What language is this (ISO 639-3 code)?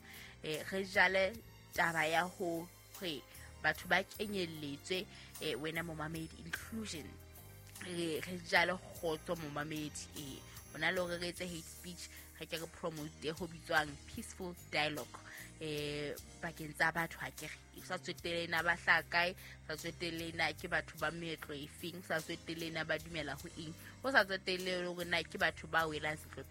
sot